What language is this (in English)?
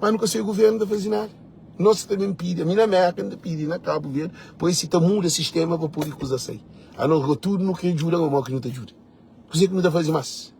Kabuverdianu